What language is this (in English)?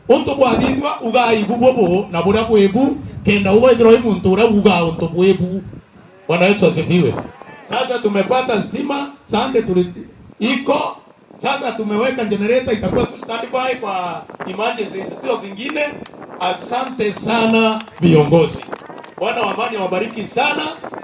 Meru